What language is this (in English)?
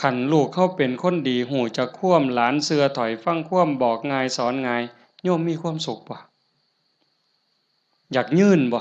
Northeastern Thai